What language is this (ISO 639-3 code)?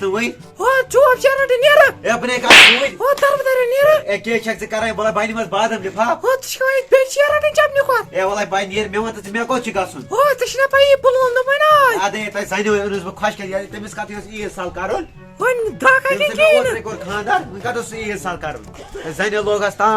kas